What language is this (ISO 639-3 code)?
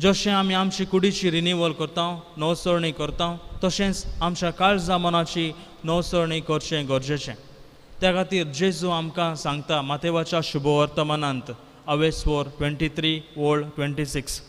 kok